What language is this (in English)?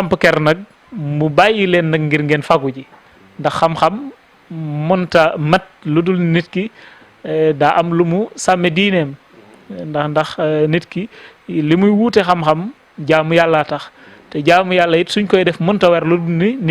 Wolof